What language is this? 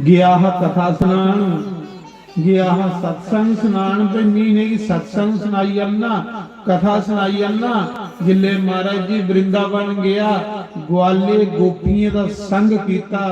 Dogri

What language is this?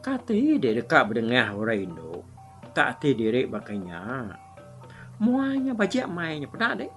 Iban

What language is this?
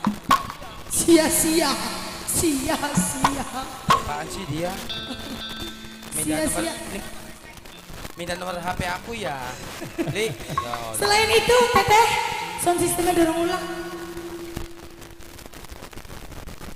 Indonesian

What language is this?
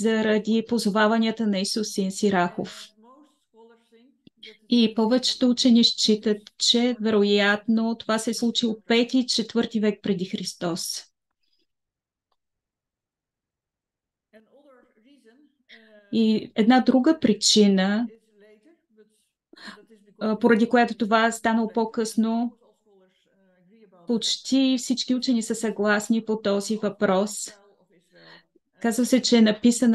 Bulgarian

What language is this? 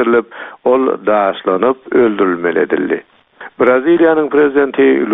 Turkmen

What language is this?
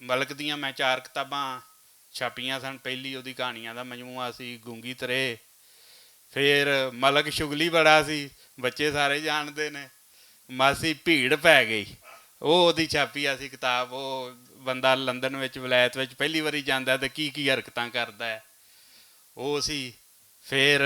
Western Panjabi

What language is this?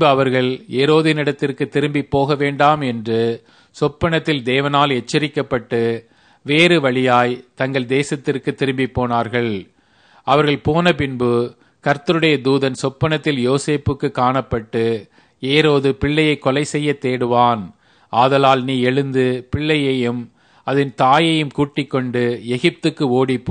Tamil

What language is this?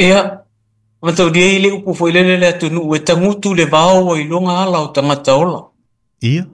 Samoan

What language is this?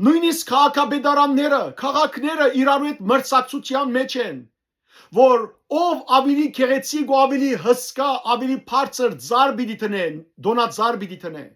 Western Armenian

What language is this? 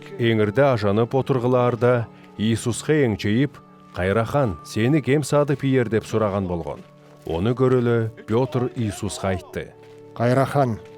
Southern Altai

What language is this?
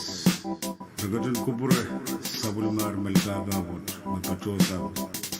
Pohnpeian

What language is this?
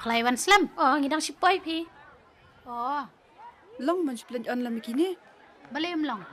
Khasi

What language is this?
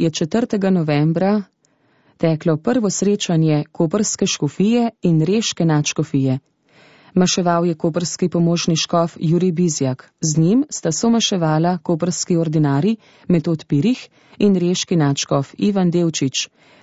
Slovenian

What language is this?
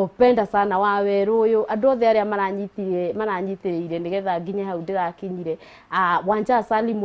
Kikuyu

